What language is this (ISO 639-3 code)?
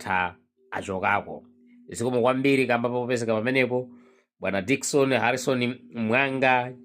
nya